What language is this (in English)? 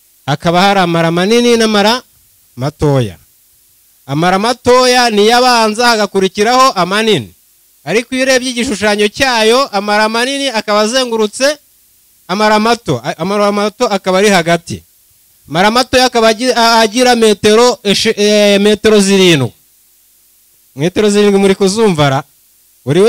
Kinyarwanda